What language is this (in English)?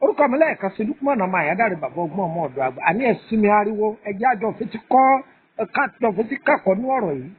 Yoruba